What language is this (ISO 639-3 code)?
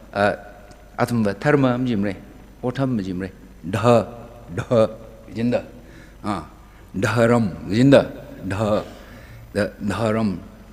nmf